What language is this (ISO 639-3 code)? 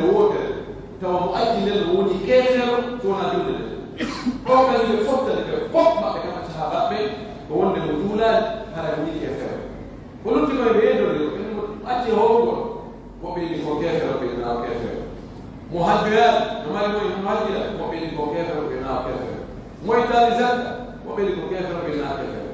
fuf